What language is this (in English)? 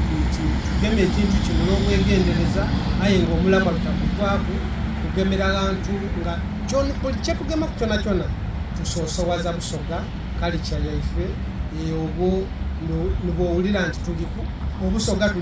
Soga